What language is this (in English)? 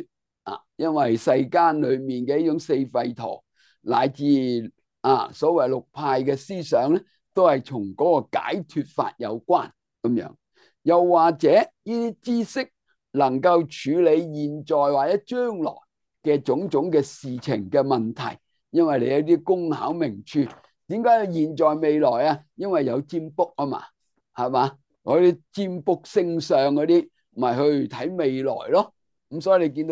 Cantonese